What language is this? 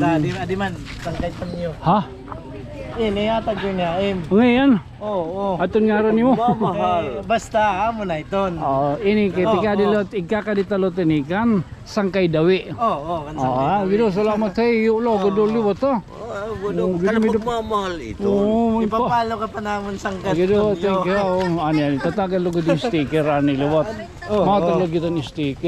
Waray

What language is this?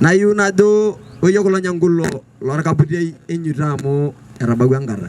Masai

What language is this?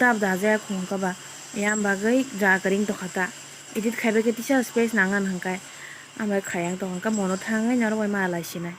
Kok Borok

